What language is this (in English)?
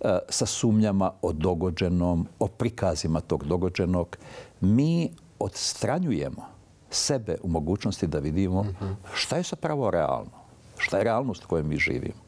Bosnian